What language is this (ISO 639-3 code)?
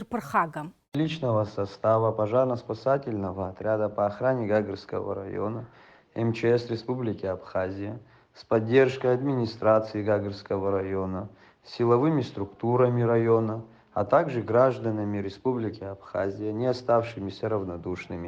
abk